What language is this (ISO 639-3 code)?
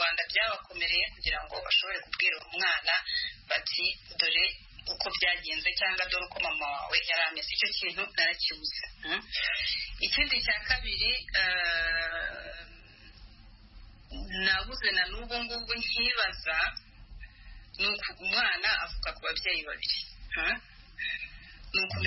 kin